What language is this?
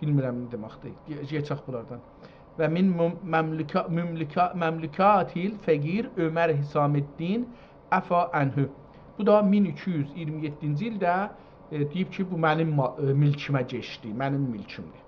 South Azerbaijani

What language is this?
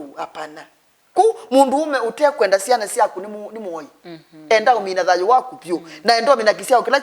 Kamba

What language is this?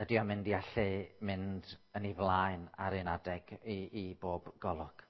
Welsh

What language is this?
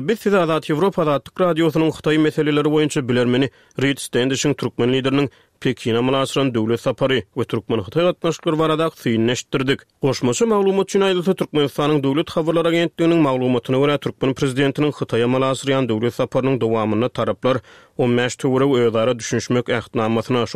Turkmen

